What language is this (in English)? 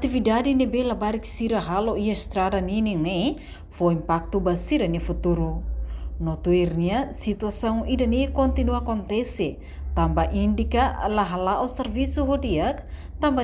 Tetum